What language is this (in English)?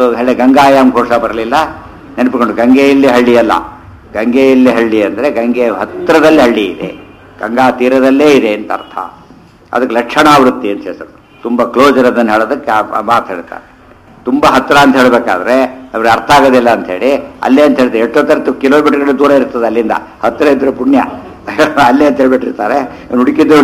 Kannada